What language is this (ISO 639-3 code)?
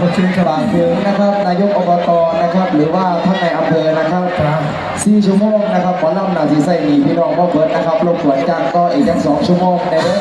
tts